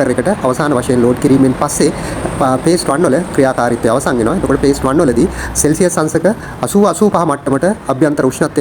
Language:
Sinhala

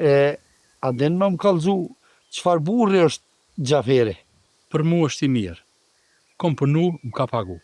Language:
Albanian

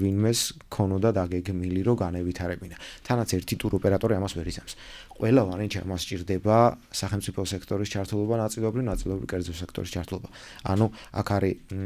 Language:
Georgian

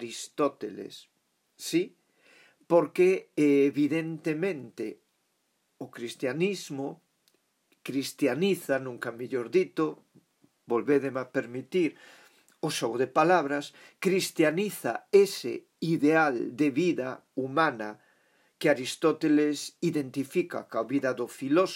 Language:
Galician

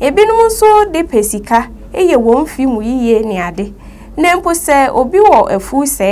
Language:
Akan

